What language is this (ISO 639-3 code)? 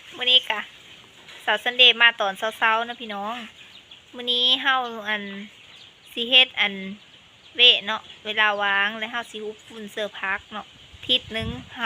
lao